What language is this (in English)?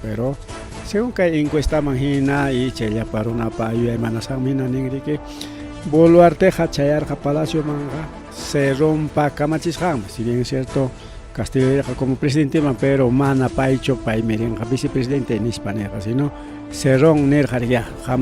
Ayacucho Quechua